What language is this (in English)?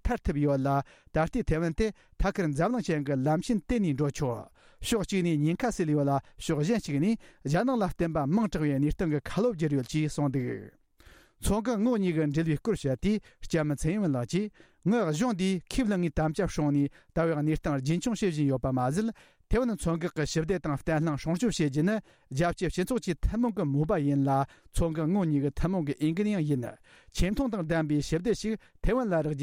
Tibetan